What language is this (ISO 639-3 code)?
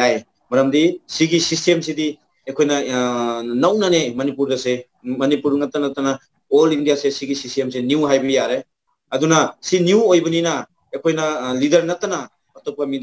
mni